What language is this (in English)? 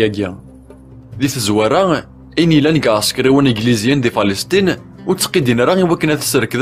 Kabyle